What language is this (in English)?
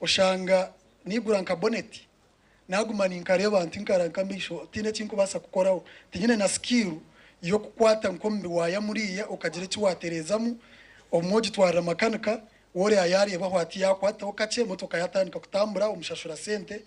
Nyankole